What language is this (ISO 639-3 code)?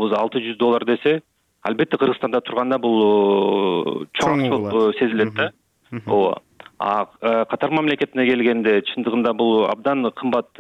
kir